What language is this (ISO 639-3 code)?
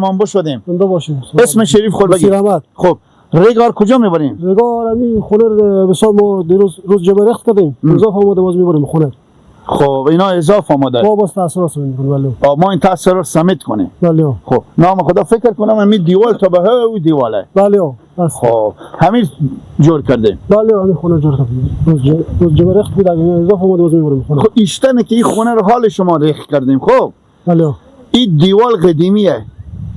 fas